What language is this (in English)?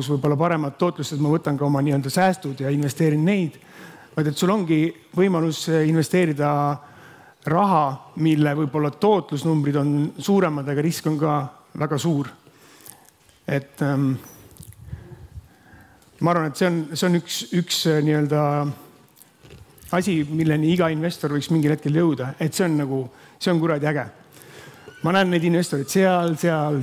Estonian